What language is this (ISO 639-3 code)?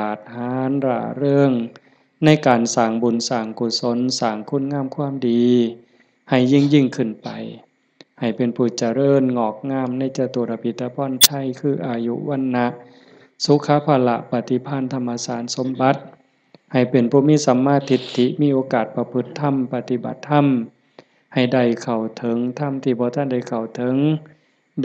lao